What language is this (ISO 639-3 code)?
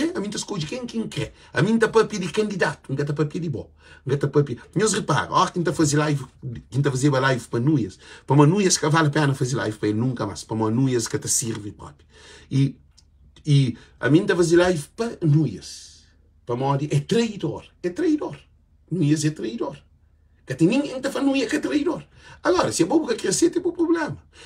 kea